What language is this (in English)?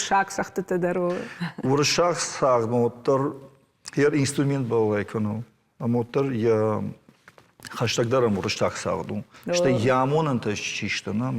Ossetic